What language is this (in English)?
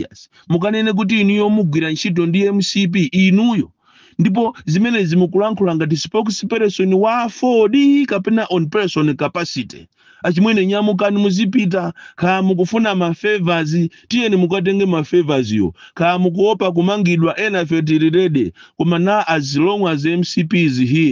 Nyanja